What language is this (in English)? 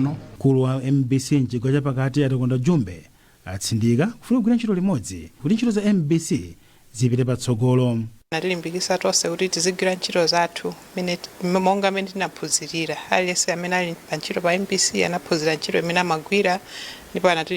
Nyanja